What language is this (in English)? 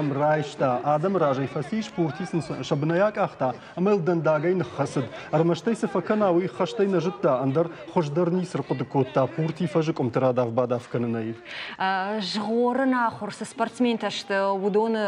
Ossetic